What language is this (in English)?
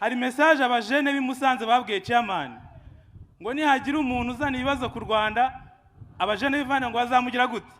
Kinyarwanda